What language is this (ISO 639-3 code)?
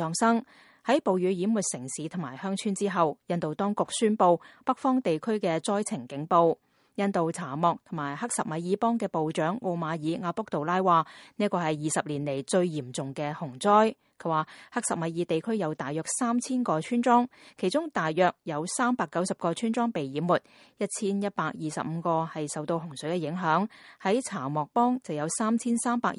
yue